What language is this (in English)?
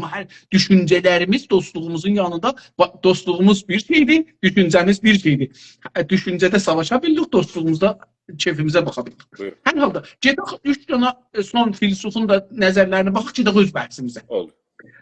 South Azerbaijani